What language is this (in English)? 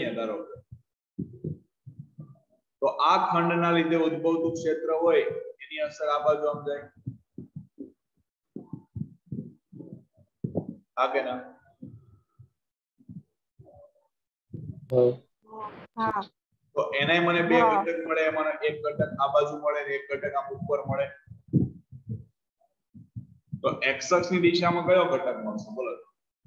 Gujarati